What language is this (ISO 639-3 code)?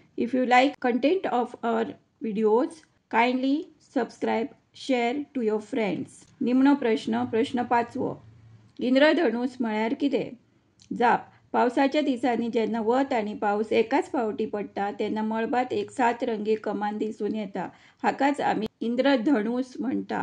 kok